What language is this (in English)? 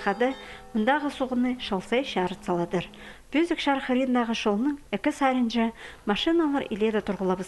Khakas